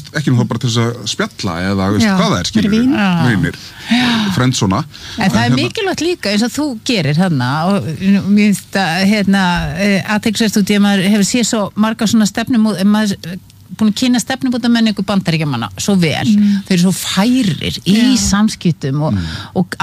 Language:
Icelandic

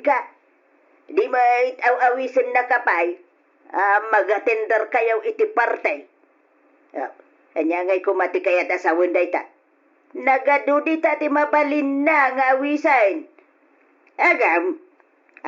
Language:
Iloko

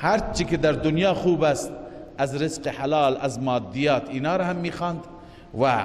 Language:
Persian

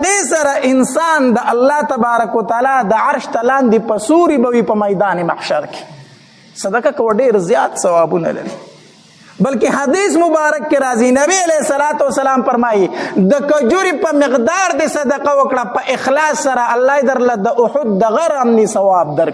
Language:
Pashto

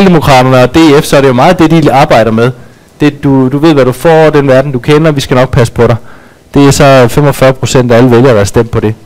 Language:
Danish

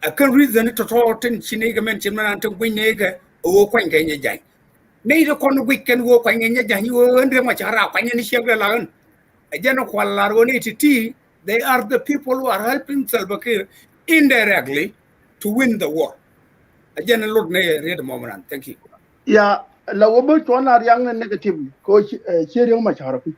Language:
Nuer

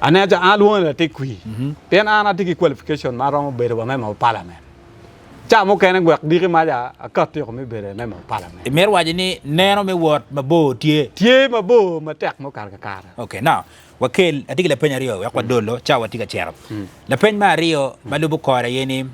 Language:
Acoli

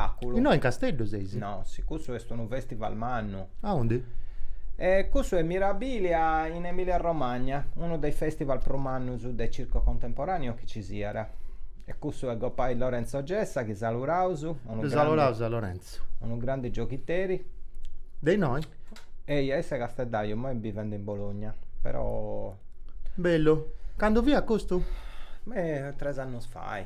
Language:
Sardinian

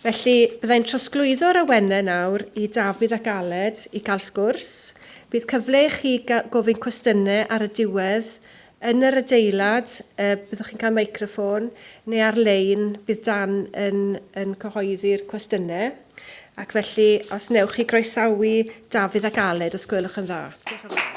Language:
Welsh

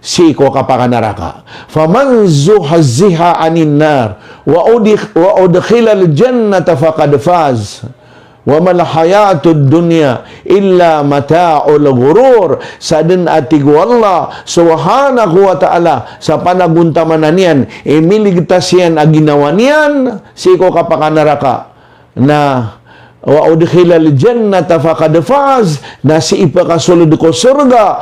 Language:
Maranao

